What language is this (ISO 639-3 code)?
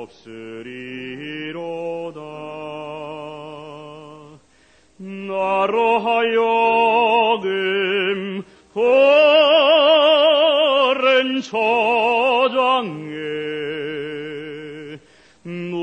kor